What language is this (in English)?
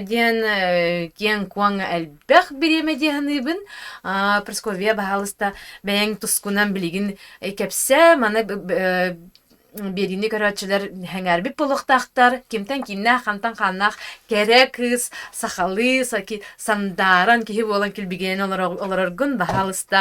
Yakut